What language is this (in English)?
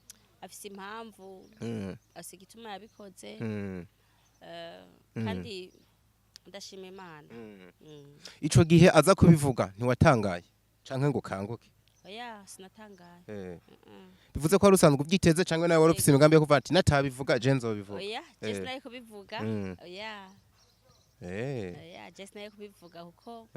Rundi